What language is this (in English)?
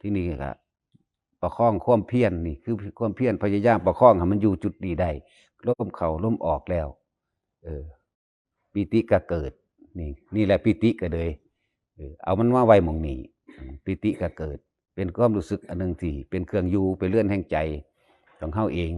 Northeastern Thai